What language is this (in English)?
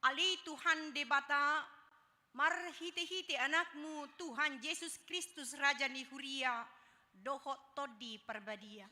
Batak Toba